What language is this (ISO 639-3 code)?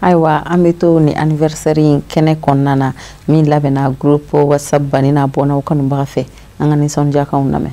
bam